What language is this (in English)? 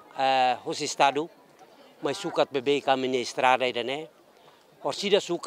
Tetum